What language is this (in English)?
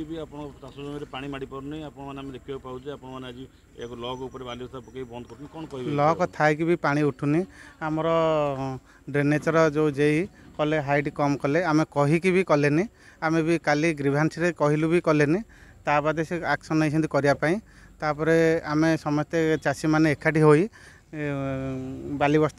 Odia